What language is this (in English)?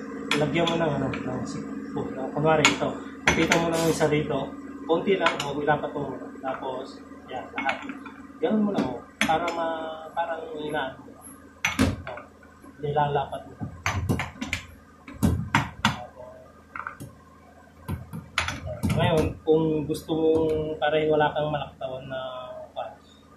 Filipino